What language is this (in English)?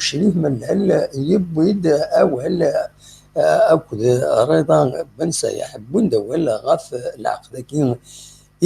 Kabyle